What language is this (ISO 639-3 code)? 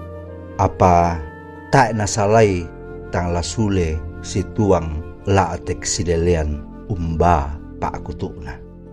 sda